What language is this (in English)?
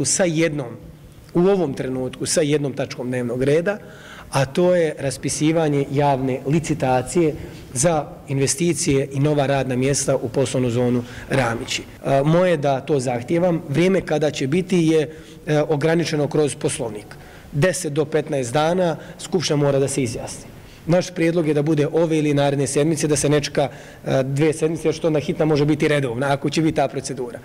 Bosnian